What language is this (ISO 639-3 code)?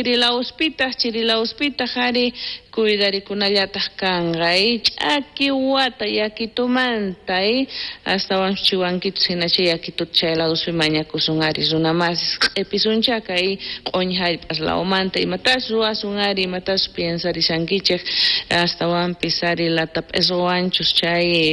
quh